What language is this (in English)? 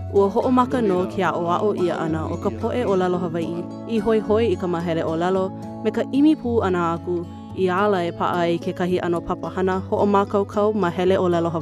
Hawaiian